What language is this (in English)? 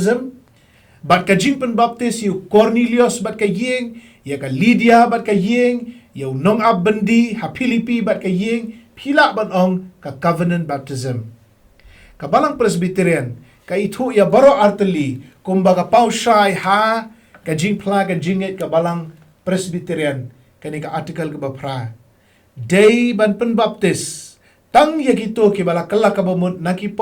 Khasi